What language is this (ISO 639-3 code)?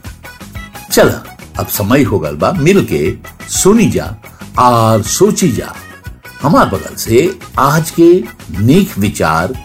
bho